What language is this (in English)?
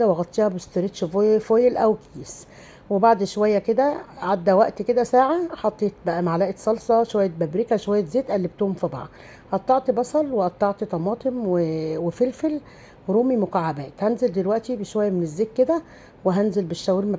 Egyptian Arabic